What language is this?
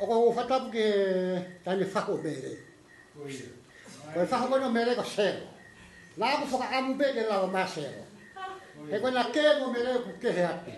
Tongan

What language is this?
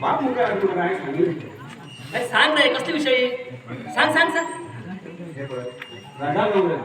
Konkani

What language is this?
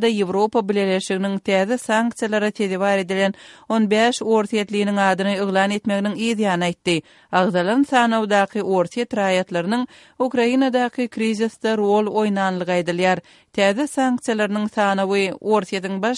Turkmen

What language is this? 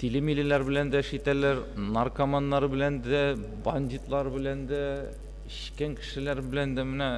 Tatar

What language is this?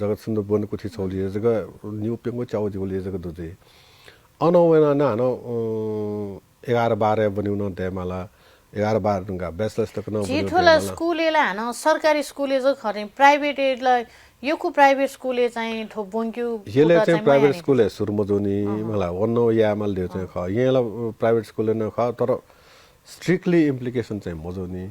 Newari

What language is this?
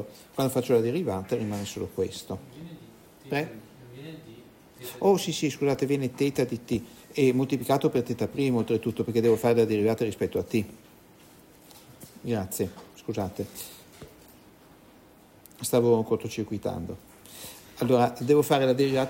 Italian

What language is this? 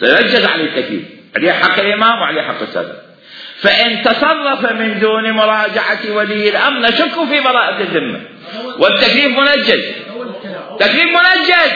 Mesopotamian Arabic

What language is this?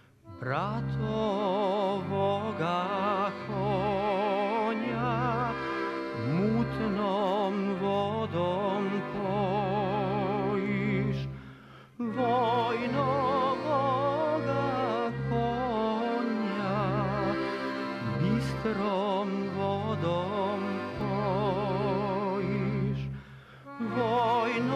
Serbian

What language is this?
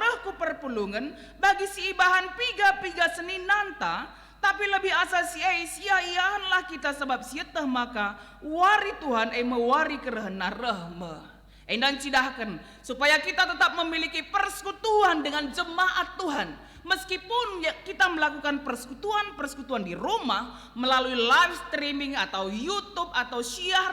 Batak Karo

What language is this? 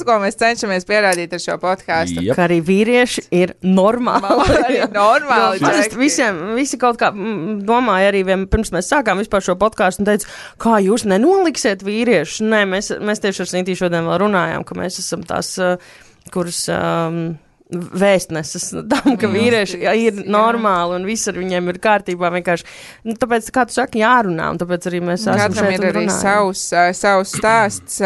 Latvian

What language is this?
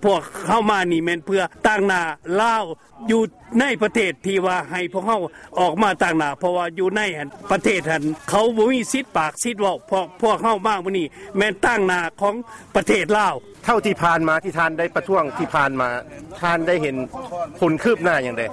Lao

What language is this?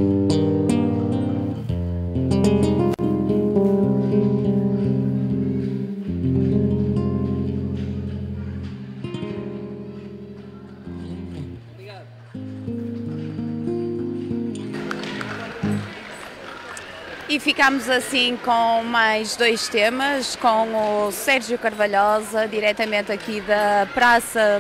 Portuguese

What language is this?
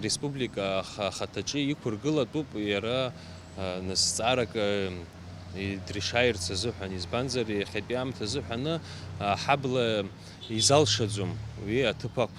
Abkhazian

